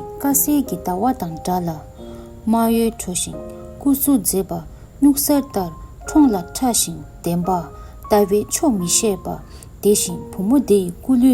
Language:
Tibetan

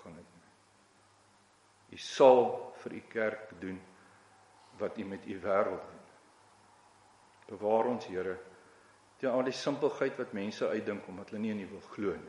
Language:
Afrikaans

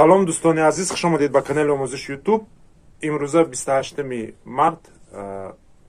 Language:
Tajik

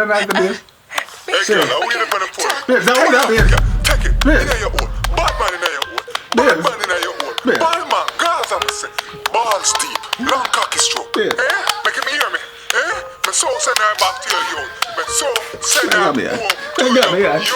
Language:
Jamaican Creole English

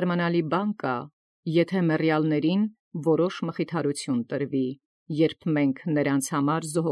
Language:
Armenian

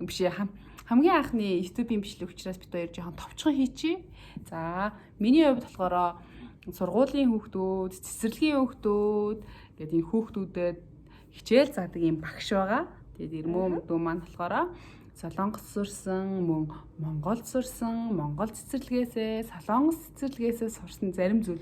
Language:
Mongolian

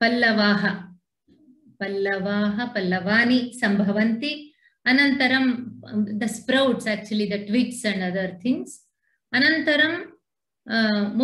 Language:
Sanskrit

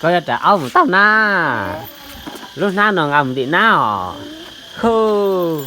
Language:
Hmong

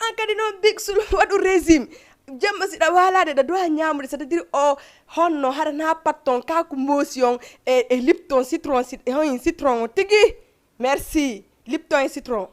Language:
Fula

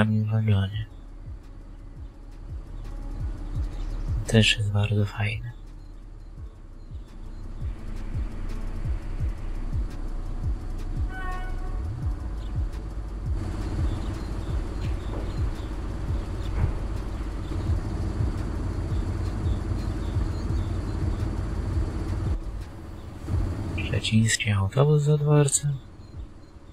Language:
Polish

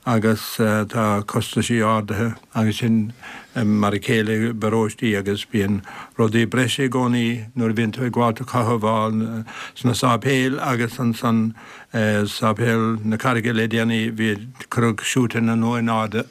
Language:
Irish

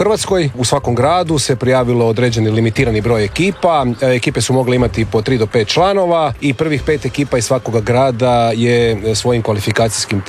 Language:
Croatian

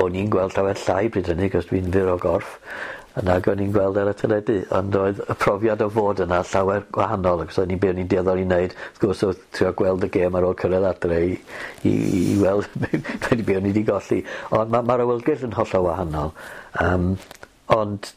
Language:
Welsh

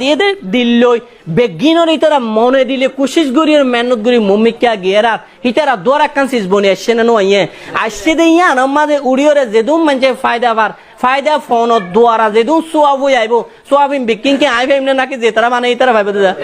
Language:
Rohingya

